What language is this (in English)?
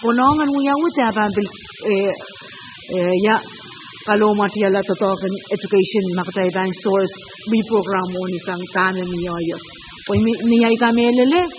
Pohnpeian